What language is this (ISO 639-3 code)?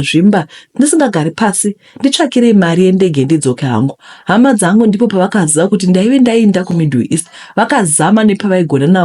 sna